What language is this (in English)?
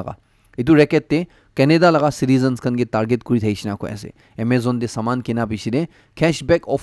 Naga Pidgin